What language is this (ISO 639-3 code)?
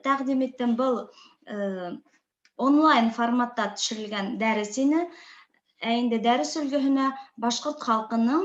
bak